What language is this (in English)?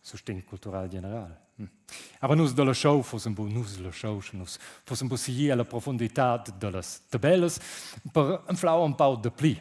Romansh